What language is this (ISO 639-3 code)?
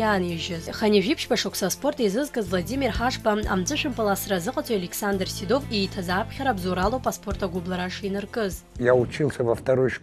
abk